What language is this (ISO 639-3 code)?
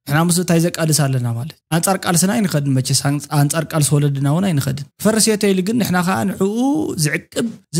tir